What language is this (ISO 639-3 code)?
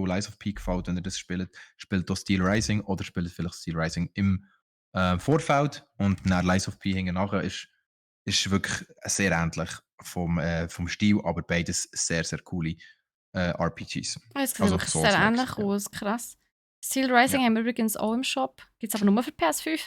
gsw